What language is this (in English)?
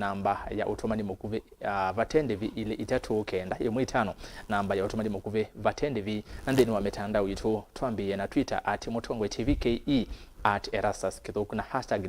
Kamba